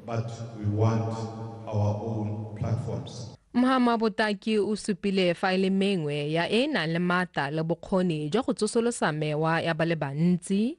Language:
Tswana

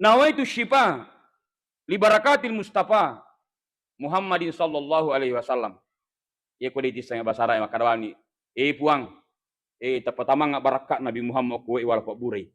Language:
Buginese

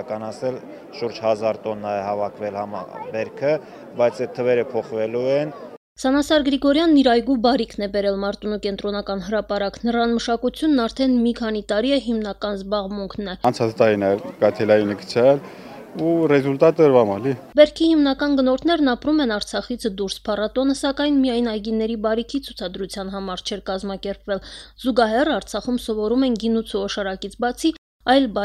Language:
Armenian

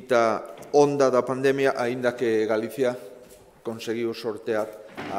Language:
Galician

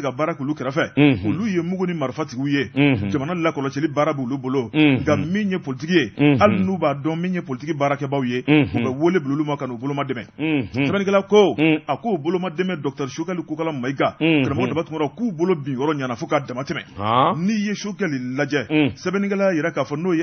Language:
Bambara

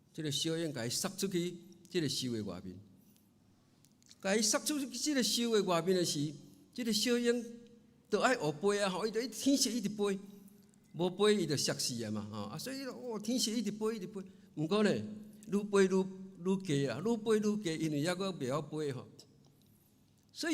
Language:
Min Nan Chinese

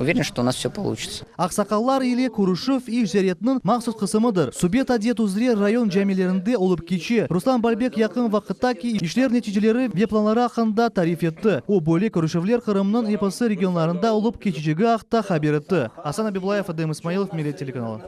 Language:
Crimean Tatar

